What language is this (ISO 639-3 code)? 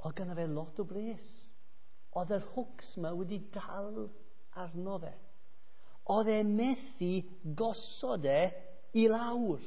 cym